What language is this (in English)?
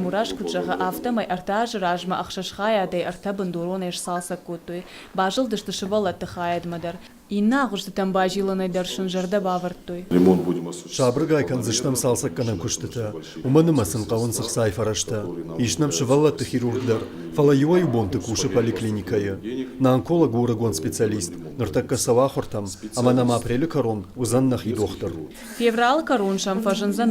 Ossetic